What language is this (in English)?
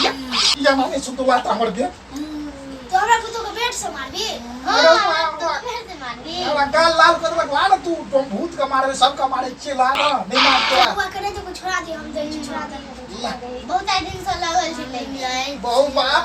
Maithili